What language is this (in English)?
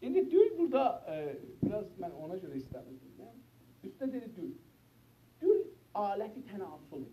South Azerbaijani